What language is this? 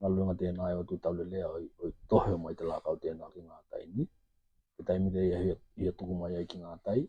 Tokelau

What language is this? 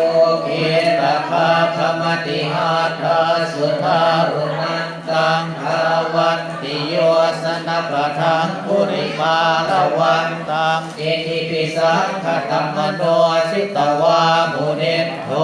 Pali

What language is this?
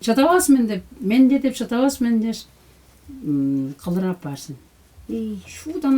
Tuvinian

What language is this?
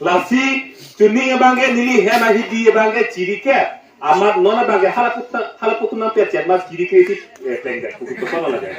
Karbi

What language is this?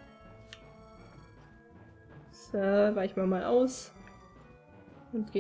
German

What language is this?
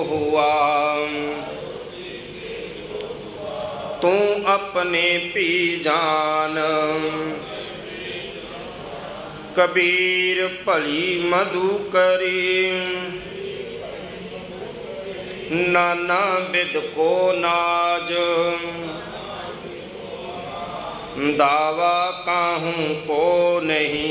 Punjabi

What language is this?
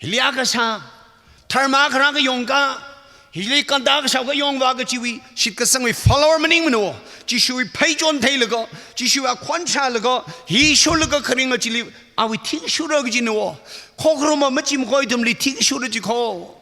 Tangkhul Naga (India)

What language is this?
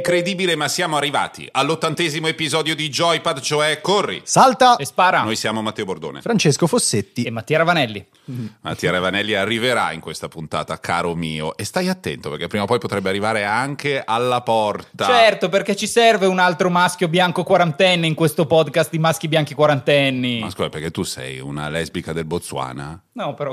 Italian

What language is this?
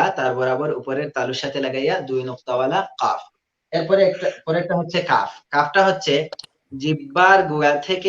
Sylheti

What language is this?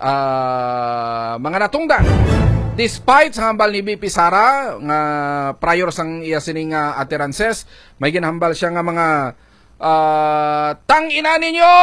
Hiligaynon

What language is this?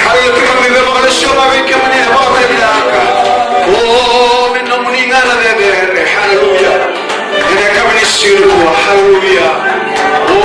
Fijian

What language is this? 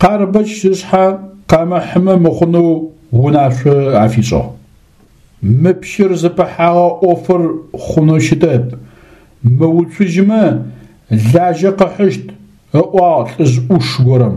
Adyghe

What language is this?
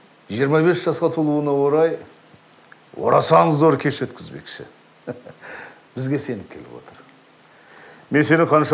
Kazakh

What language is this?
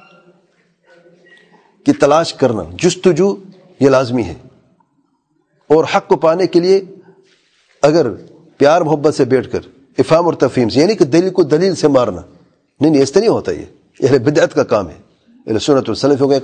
Urdu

